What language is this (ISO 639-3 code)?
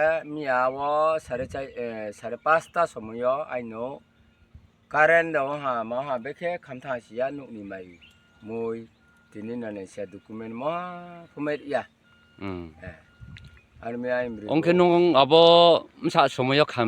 ria